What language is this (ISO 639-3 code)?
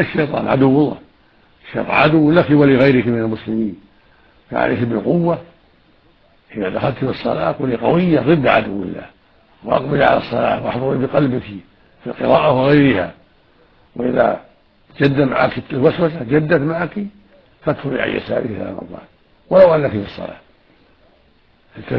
ara